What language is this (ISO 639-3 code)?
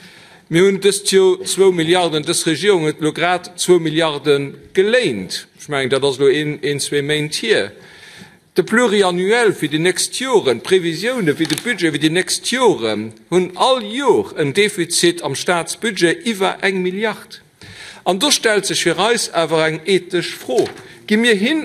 ltz